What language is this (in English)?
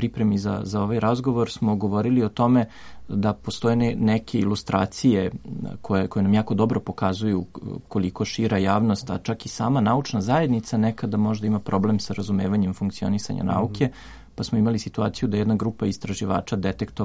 Serbian